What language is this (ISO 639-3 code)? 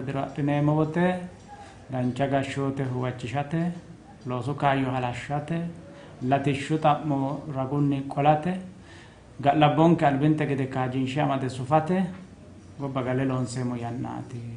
sid